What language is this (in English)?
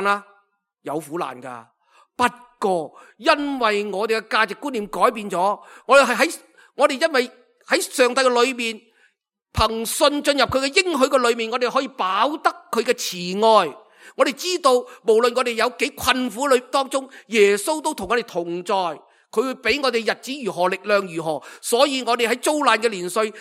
Cantonese